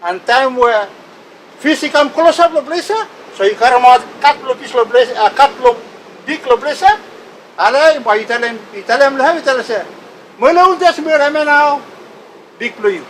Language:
Bislama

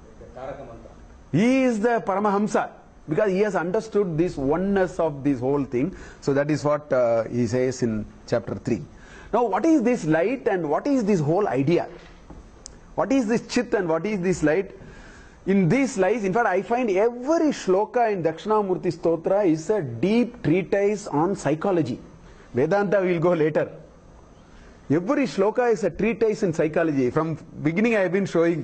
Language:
English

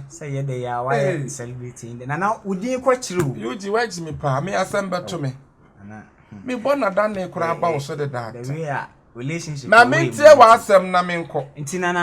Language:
Akan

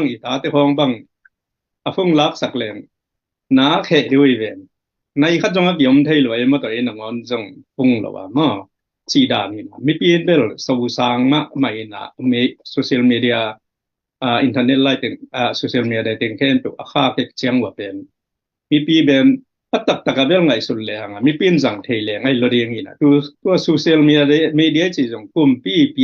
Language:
Tedim Chin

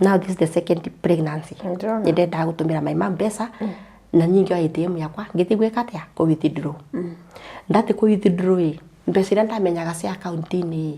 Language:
Kikuyu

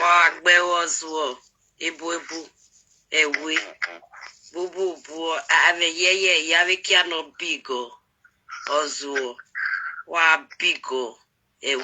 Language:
Nigerian Pidgin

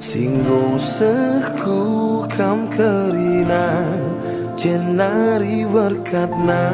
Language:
Batak Karo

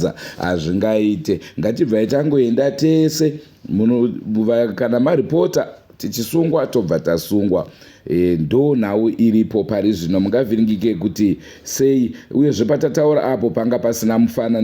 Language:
Shona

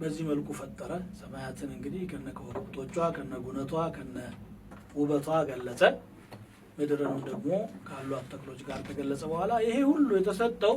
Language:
Amharic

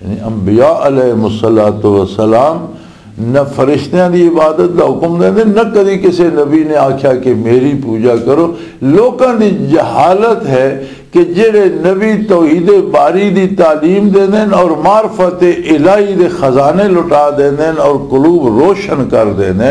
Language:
Western Panjabi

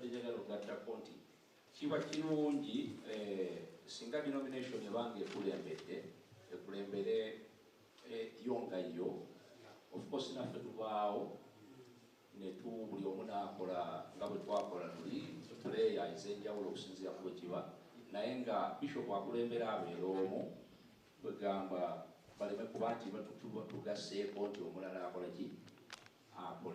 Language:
Soga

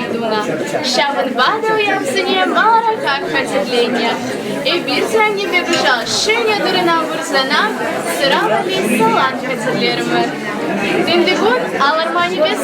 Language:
Chuvash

